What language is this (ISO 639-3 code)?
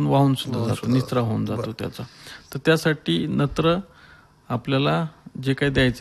mar